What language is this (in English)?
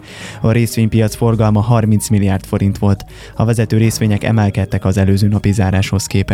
Hungarian